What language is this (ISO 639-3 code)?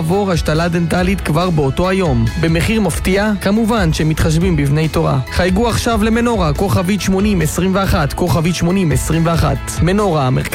heb